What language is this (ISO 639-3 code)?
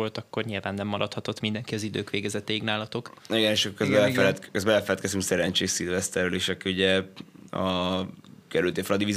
hun